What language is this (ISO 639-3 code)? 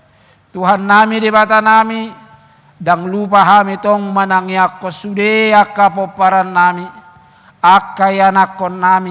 bbc